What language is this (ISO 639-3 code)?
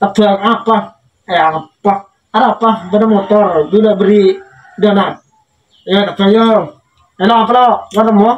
mad